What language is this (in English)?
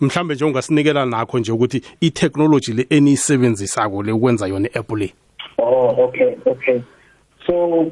South Ndebele